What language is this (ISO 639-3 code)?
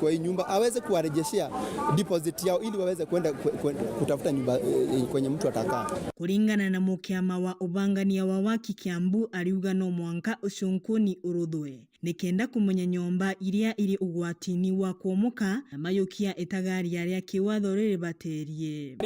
mer